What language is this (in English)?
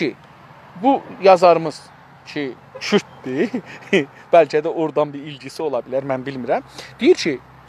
South Azerbaijani